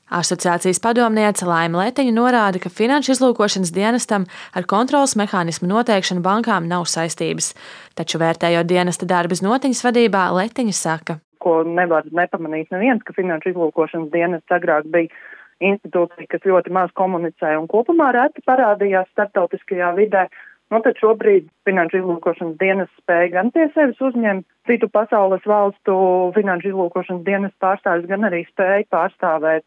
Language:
Latvian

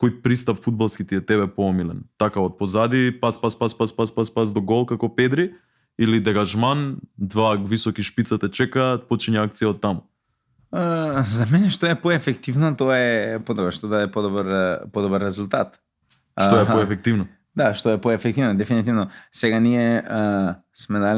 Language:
Macedonian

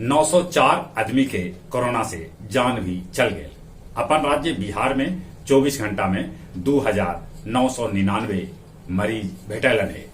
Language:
Magahi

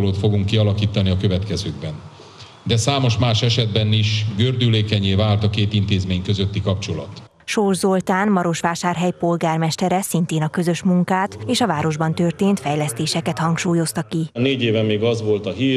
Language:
Hungarian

